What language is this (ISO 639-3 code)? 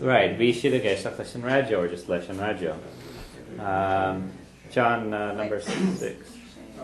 gle